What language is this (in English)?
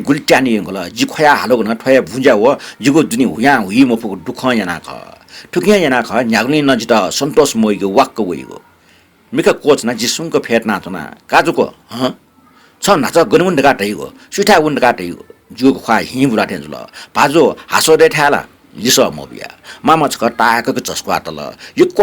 Newari